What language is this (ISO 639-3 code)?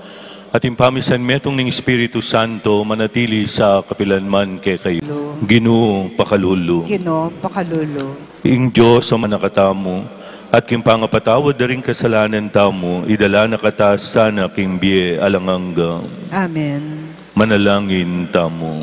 pam